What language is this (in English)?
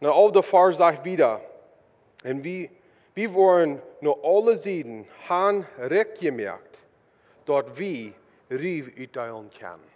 Plautdietsch